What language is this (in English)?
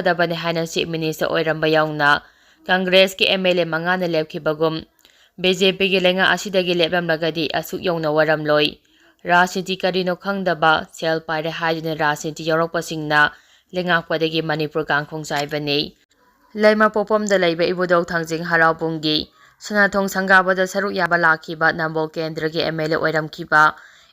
Manipuri